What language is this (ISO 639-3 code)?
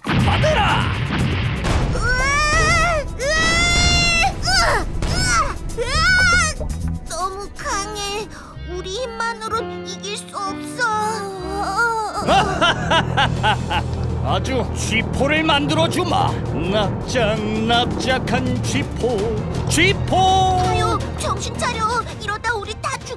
kor